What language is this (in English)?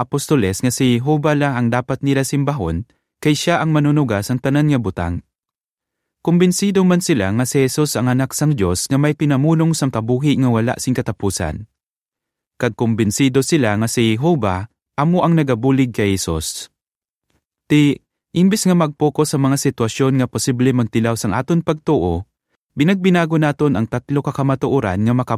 Hiligaynon